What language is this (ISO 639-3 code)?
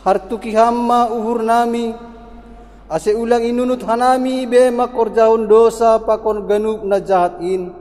bts